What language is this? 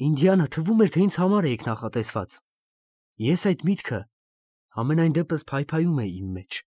Armenian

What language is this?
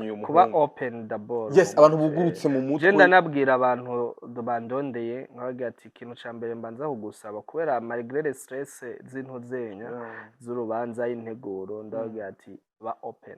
Rundi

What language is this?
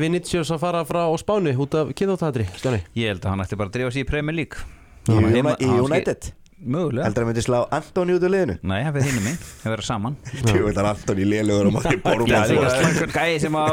Icelandic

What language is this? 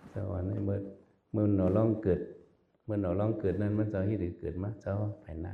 Shan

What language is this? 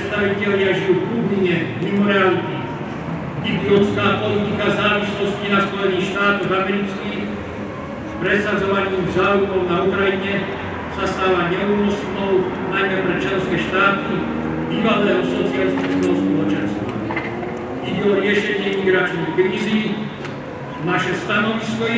Slovak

